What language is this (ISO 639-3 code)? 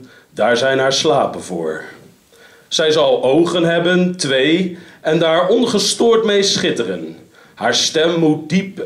nld